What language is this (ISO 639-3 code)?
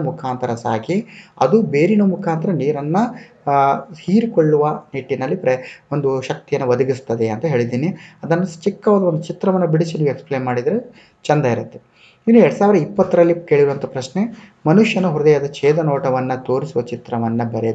kan